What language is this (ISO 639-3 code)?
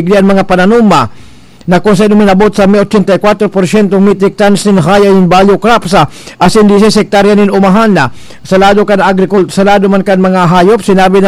bik